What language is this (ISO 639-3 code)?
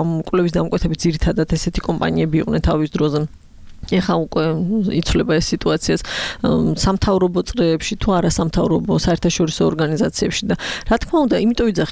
kat